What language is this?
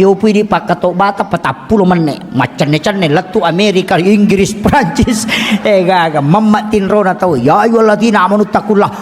Buginese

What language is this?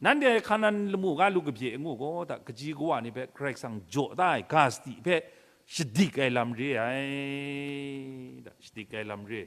Kachin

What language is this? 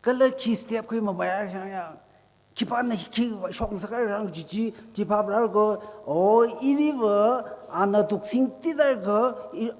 Tangkhul Naga (India)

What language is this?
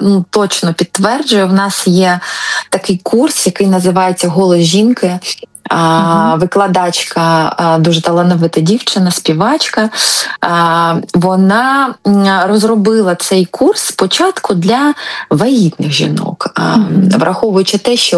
Ukrainian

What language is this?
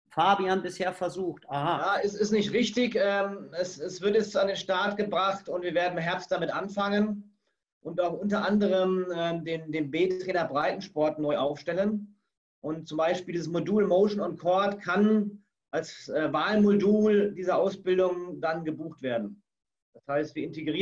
German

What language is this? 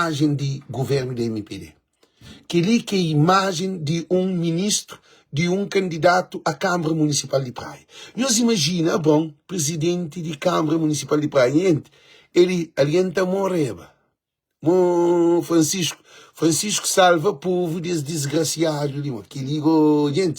Kabuverdianu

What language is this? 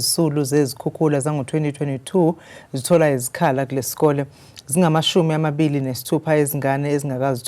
Zulu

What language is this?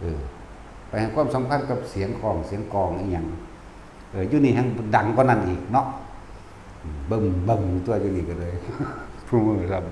Northeastern Thai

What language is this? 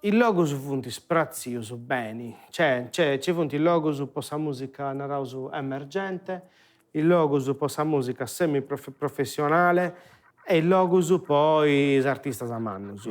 Sardinian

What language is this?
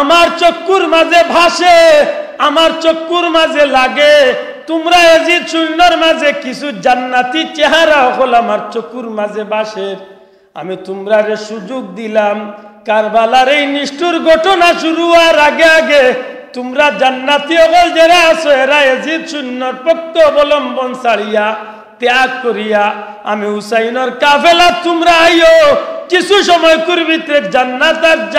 Sylheti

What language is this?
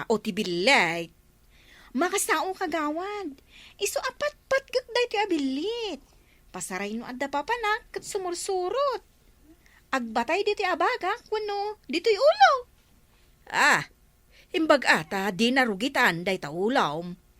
Iloko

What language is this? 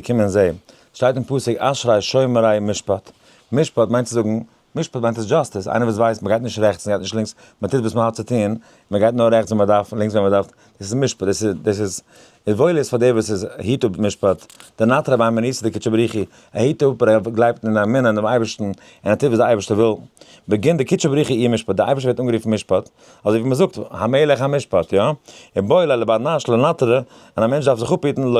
Yiddish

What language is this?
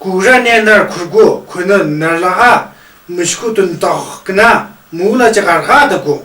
Tu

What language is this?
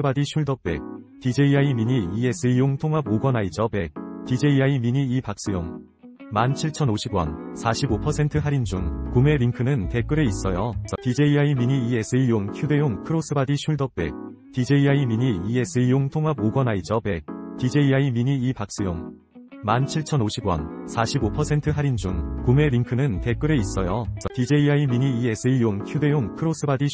Korean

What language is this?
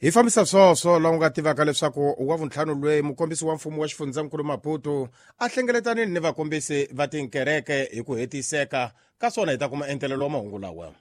Tsonga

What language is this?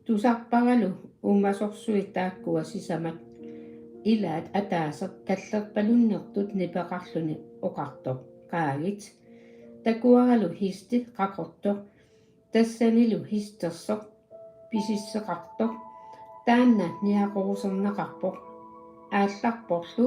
Kalaallisut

